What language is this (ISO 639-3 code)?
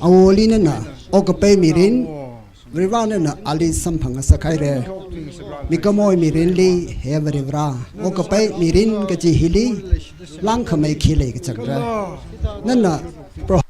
nmf